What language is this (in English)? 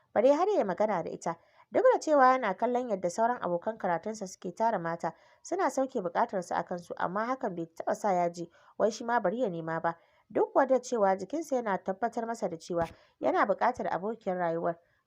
Hausa